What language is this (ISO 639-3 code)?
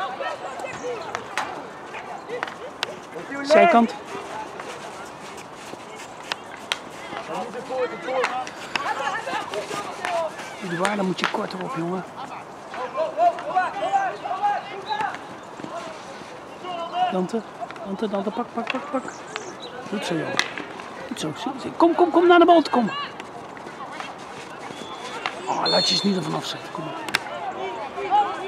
nld